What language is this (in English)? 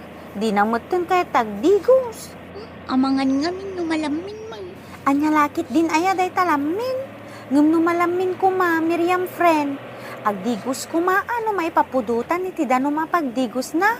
Iloko